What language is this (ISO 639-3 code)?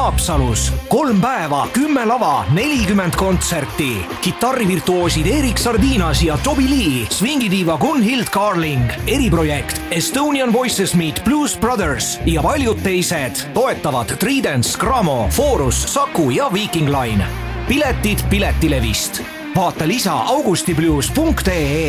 est